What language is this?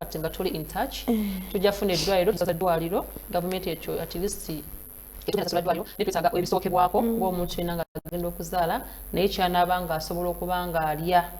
Ganda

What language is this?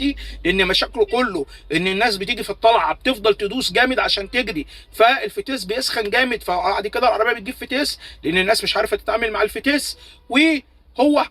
Egyptian Arabic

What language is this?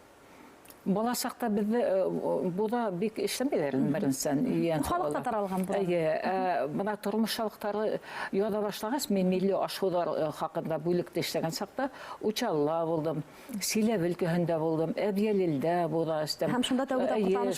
Bashkir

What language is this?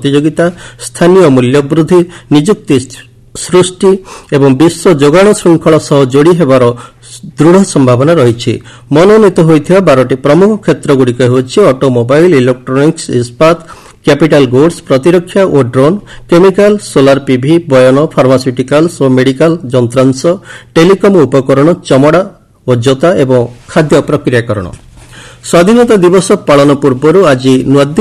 Odia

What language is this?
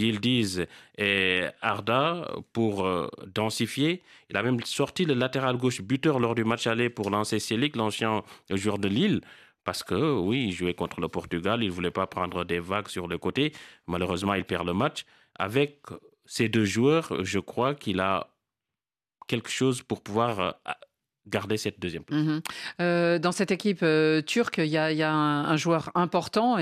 French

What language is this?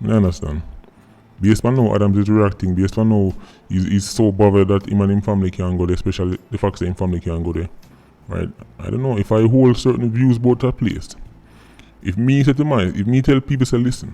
Jamaican Creole English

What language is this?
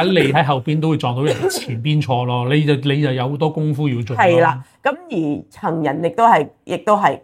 Cantonese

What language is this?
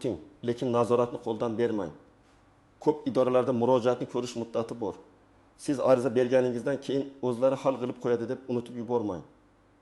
Uzbek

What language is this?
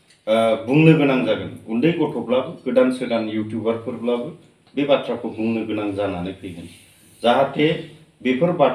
Bodo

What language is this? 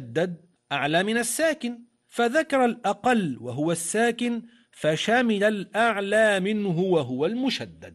Arabic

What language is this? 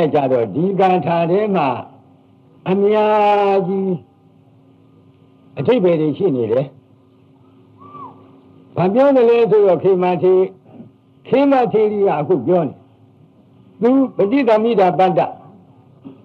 Burmese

